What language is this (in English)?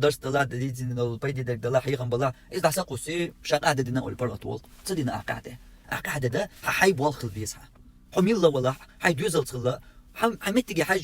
Chechen